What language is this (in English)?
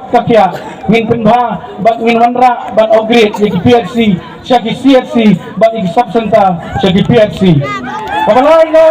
Khasi